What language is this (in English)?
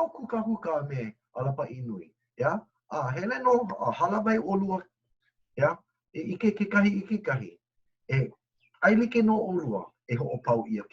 Hawaiian